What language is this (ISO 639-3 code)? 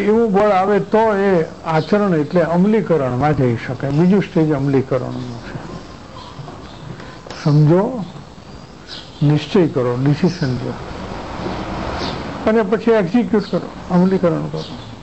guj